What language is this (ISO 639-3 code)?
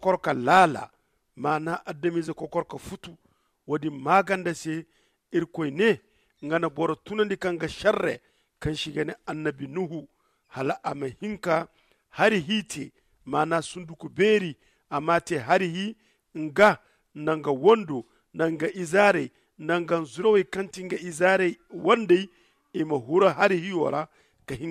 dje